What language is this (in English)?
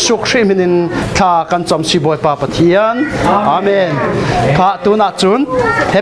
Falam Chin